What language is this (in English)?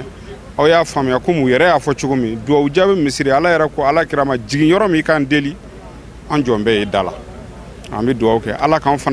Bambara